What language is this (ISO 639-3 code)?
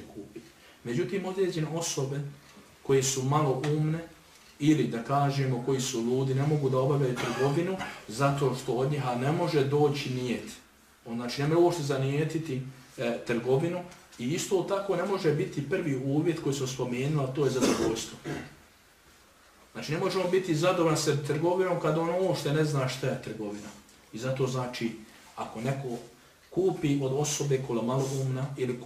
bos